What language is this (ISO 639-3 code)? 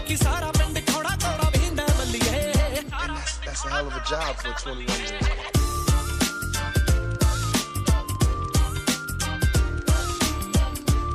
pan